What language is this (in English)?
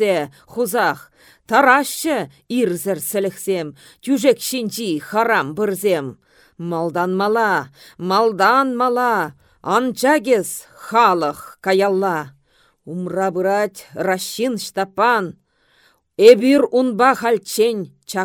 Chuvash